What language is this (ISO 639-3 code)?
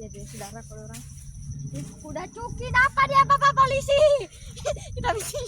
xmm